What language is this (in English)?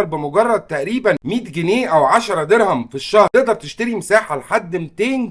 Egyptian Arabic